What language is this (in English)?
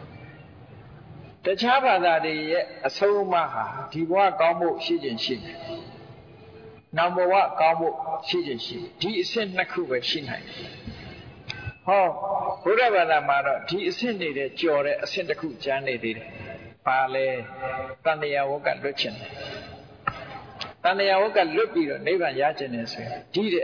Burmese